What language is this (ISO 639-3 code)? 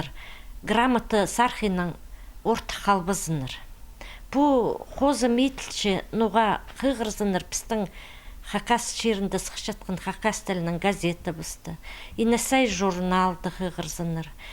kjh